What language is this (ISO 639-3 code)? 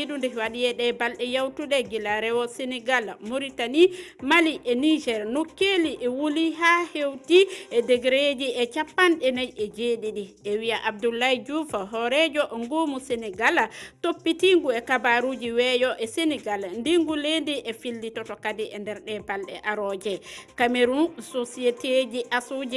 ful